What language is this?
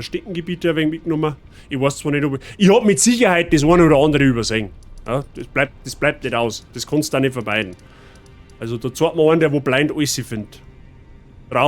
Bavarian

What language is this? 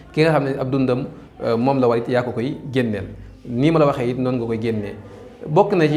Wolof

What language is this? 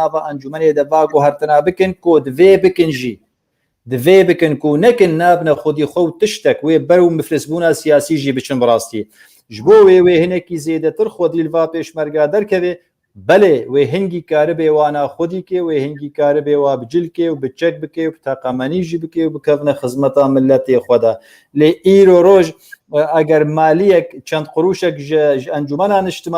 Kurdish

